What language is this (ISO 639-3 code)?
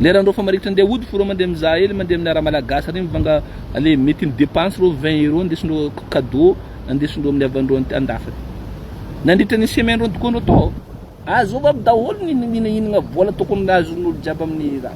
mlg